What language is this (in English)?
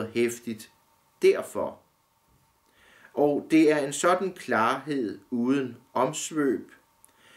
Danish